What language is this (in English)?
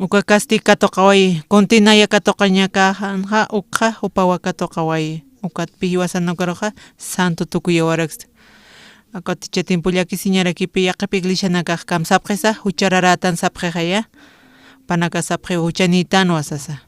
Aymara